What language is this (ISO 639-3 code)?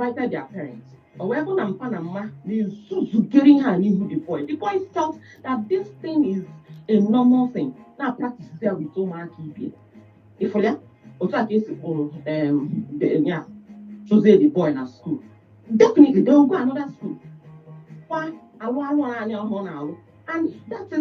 ibo